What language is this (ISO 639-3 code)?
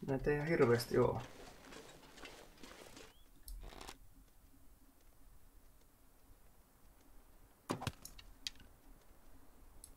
fin